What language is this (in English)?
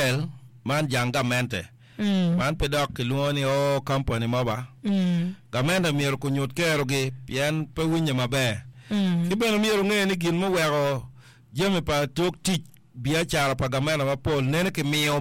Acoli